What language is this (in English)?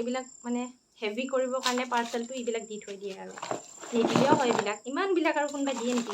Assamese